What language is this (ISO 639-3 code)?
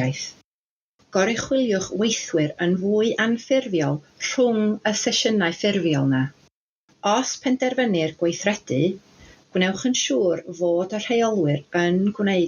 cym